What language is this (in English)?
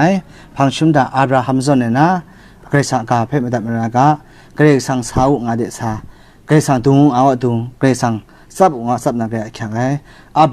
Kachin